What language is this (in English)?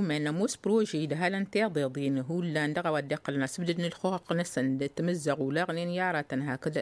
Tamasheq